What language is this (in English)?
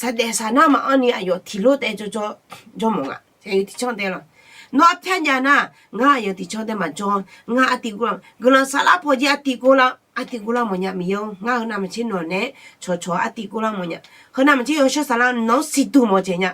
Akha